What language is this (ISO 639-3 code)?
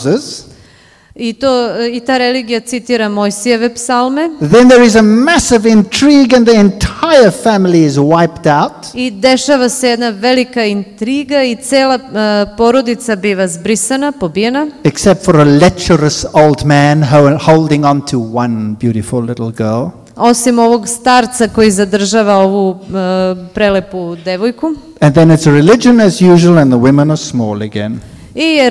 srp